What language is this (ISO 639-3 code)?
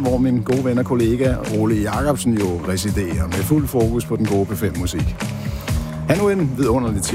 dan